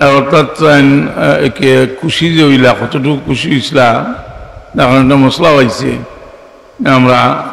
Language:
Sylheti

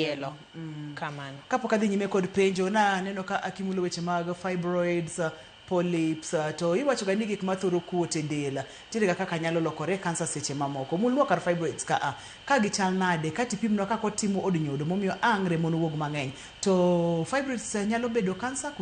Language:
Luo (Kenya and Tanzania)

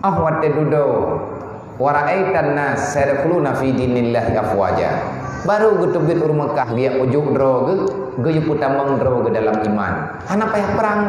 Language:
Achinese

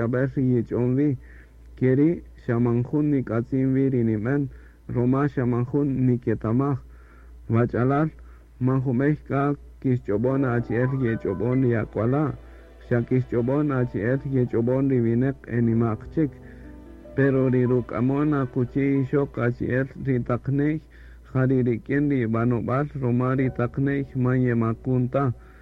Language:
Kaqchikel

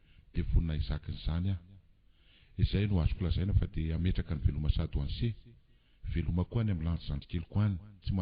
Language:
Malagasy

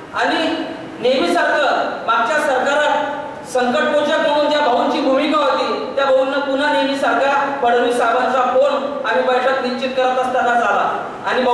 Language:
Marathi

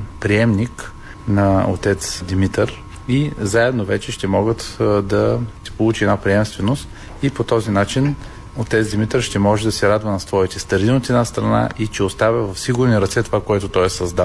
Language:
Bulgarian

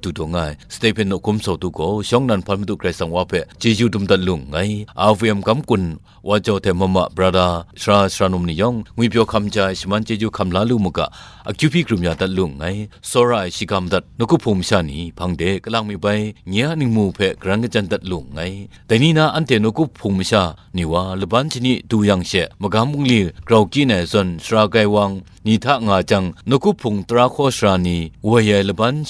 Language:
Kachin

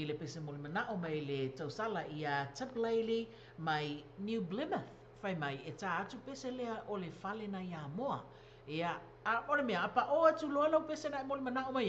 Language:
Samoan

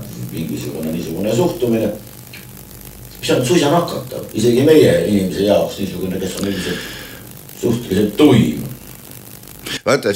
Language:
Estonian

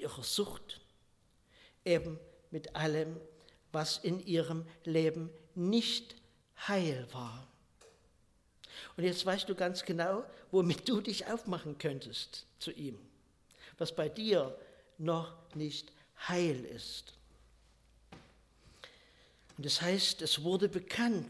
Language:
German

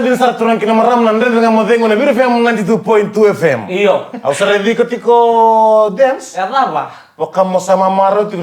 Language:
Fijian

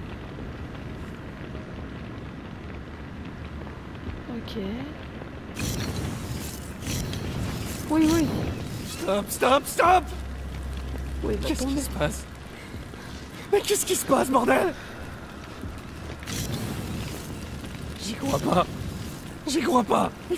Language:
French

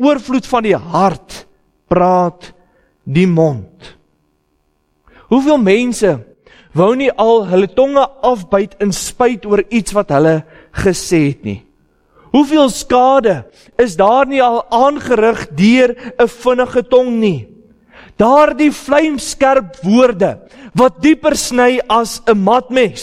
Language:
Afrikaans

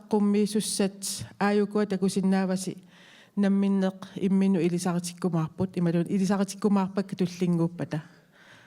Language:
Kalaallisut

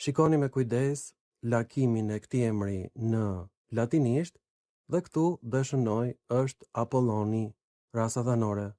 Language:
Albanian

